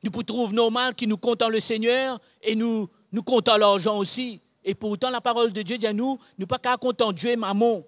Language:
Morisyen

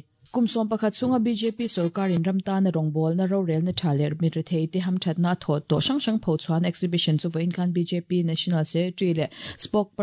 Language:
Mizo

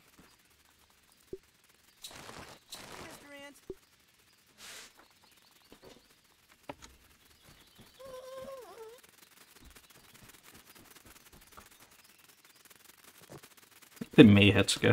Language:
Hungarian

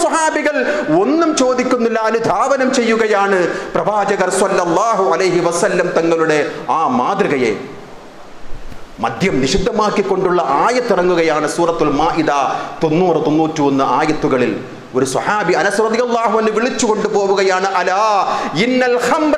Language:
Malayalam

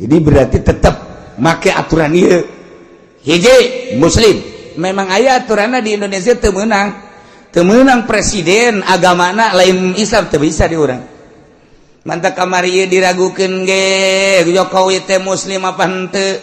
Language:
Sundanese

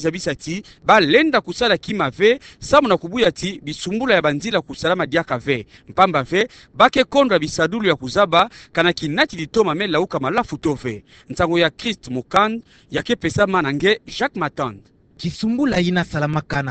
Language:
Kituba (Democratic Republic of Congo)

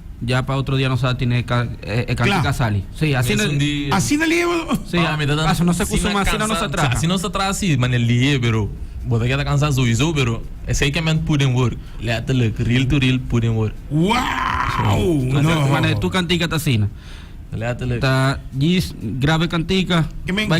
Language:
Papiamento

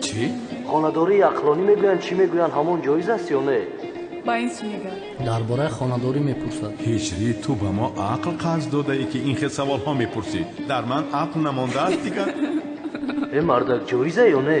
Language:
Tajik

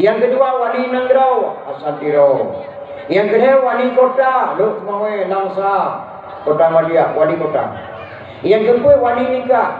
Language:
Achinese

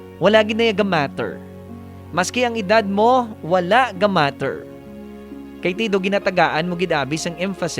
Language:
Hiligaynon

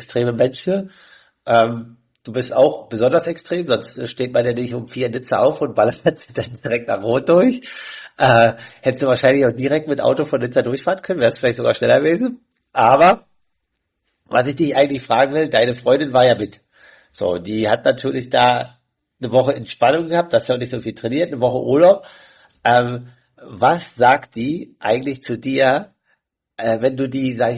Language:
German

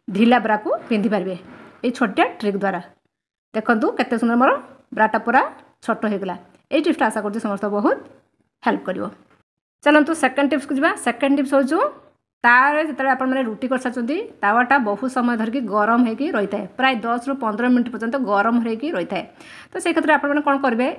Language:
Odia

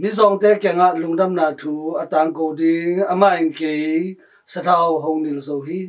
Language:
Tedim Chin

